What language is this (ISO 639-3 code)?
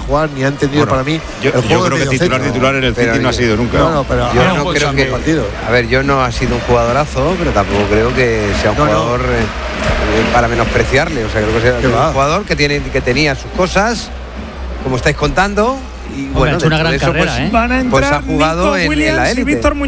spa